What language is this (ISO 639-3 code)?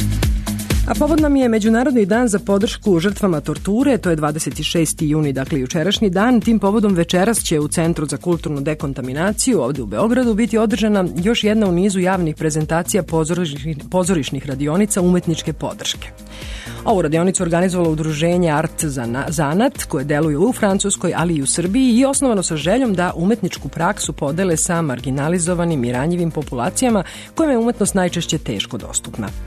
srp